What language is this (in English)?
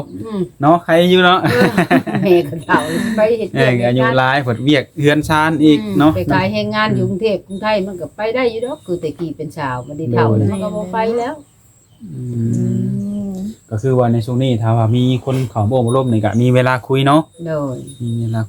Lao